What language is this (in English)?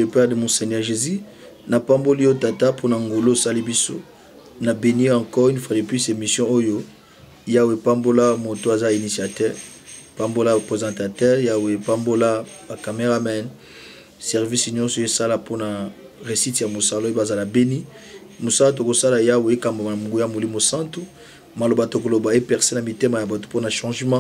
Lingala